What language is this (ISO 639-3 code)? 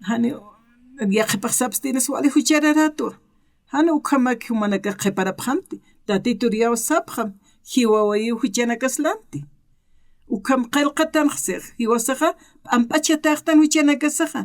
aym